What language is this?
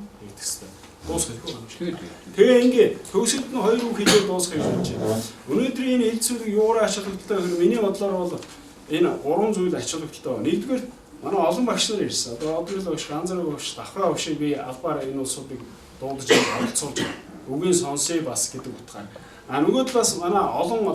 Mongolian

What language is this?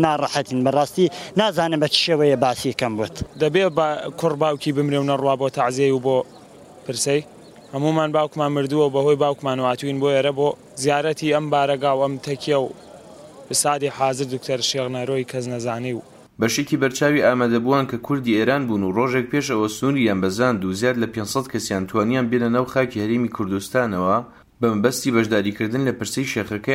Central Kurdish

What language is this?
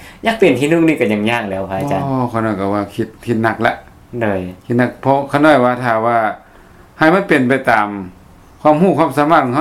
Lao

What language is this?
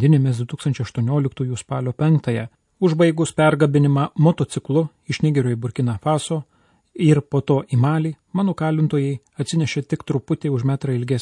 Lithuanian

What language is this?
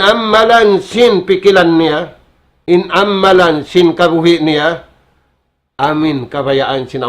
Tausug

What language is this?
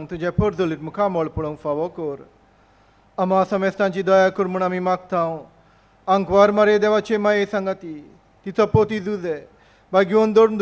Konkani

